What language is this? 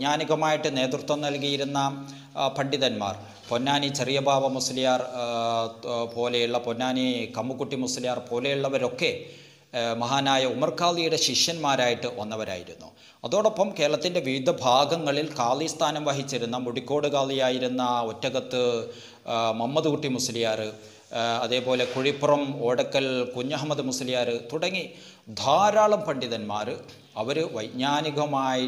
Malayalam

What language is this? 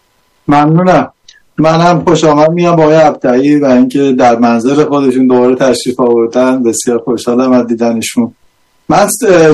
Persian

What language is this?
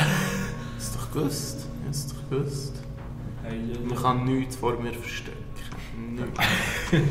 Swiss German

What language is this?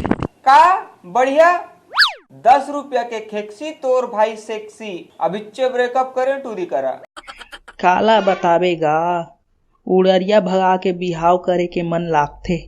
Chhattisgarhi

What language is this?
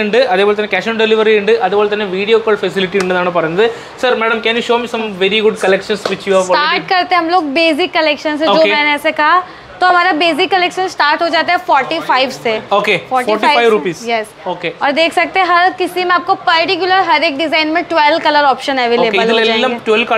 Malayalam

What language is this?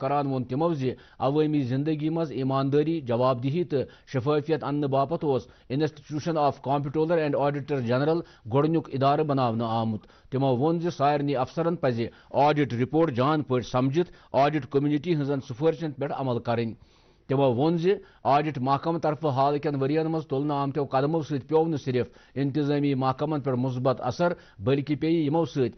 Kashmiri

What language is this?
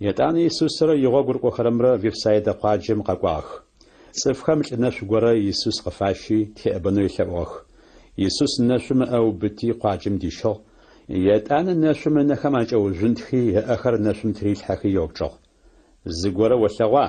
Adyghe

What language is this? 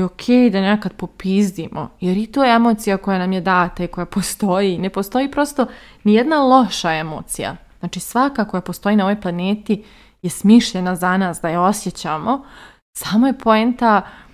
Serbian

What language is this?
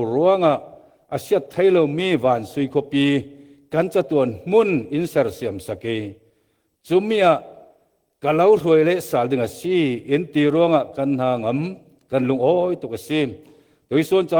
Falam Chin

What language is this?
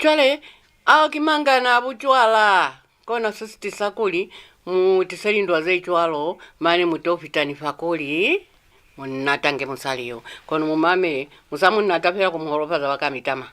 Lozi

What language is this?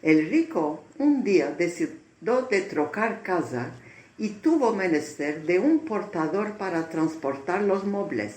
Ladino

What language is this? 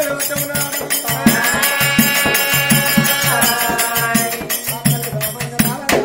Telugu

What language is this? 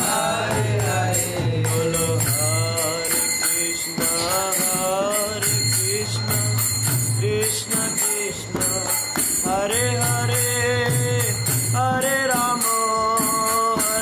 Hindi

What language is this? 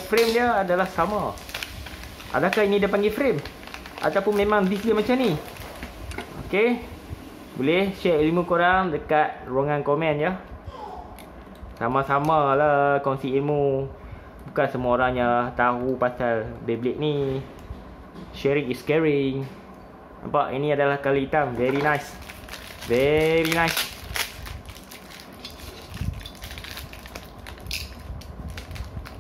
Malay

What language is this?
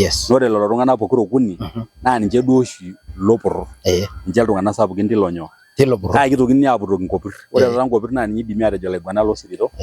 Masai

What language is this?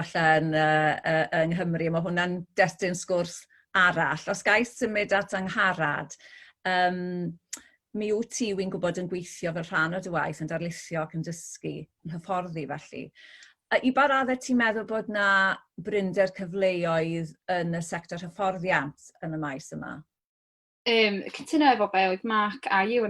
Welsh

